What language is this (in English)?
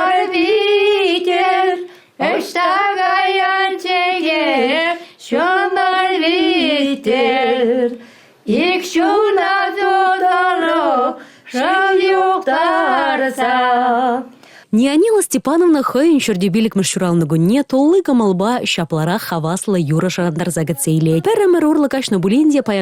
Chuvash